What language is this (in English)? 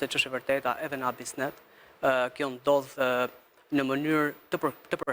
Albanian